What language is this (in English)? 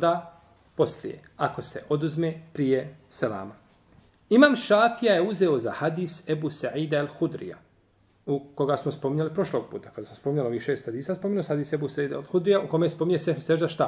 Bosnian